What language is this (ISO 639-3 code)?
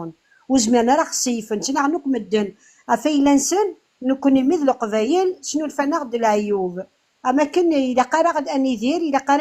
kab